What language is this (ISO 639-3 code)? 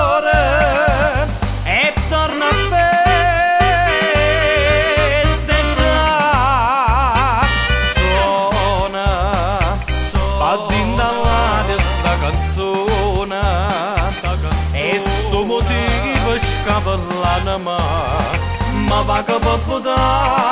ita